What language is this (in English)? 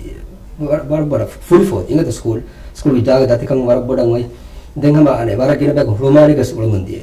Divehi